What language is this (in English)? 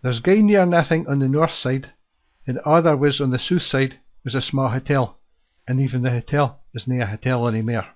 Scots